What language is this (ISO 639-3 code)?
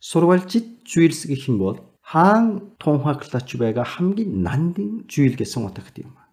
mon